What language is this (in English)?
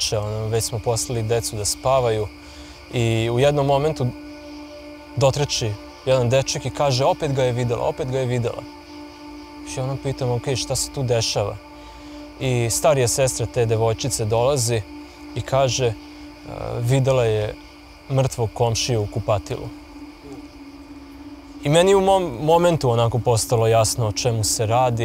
Serbian